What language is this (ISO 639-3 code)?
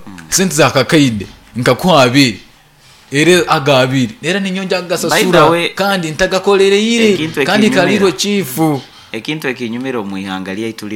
nyn